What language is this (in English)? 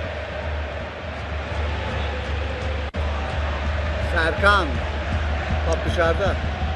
Turkish